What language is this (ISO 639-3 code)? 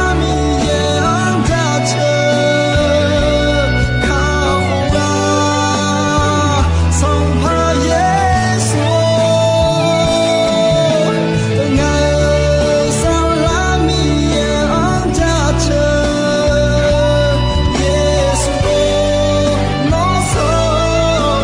ahk